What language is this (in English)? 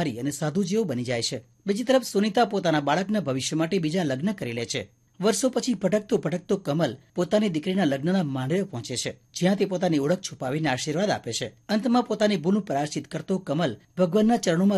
Gujarati